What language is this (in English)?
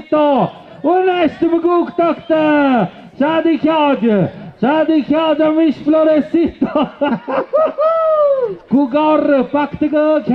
Tlahuitoltepec Mixe